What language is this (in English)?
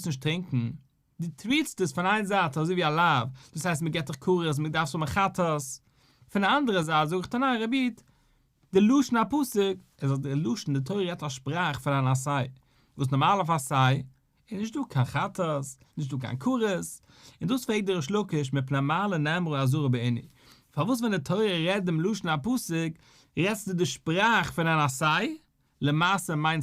Yiddish